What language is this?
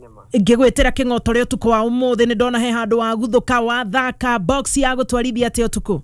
Kikuyu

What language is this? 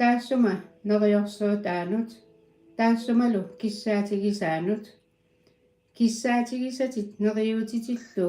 Kalaallisut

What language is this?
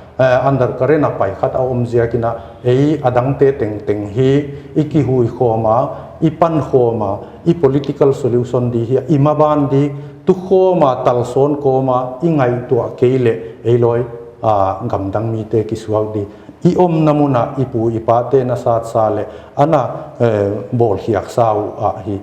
Paite Chin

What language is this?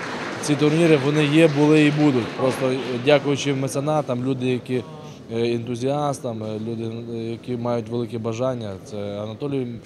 Ukrainian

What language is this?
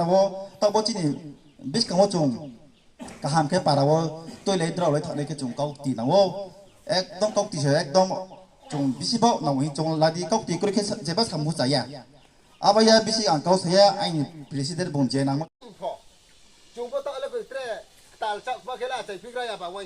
Riang (India)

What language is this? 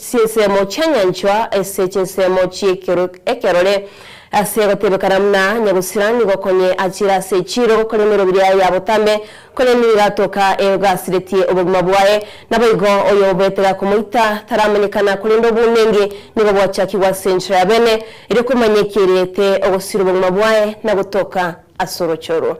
Gusii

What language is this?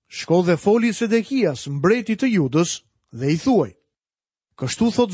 Albanian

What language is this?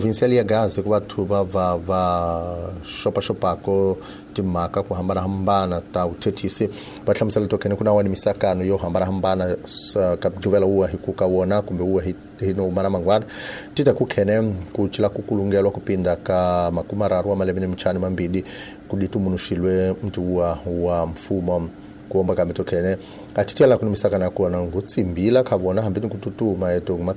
Tsonga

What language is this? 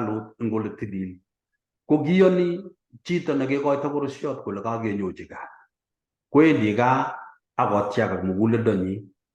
Kalenjin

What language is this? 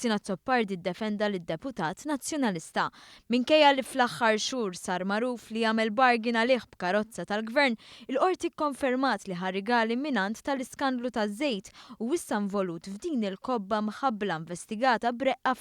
Maltese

